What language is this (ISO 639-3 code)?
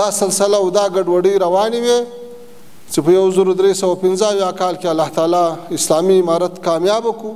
pus